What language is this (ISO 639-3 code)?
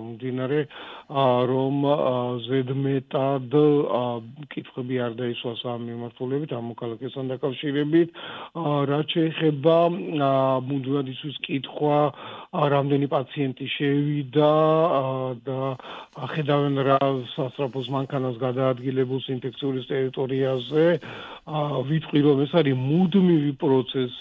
kat